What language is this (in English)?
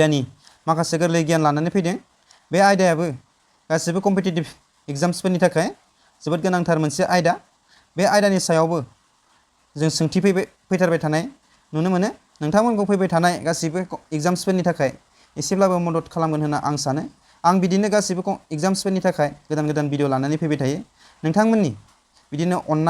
Bodo